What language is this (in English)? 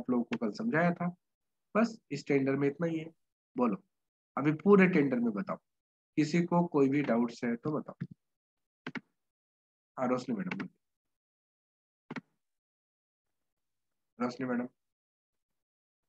Hindi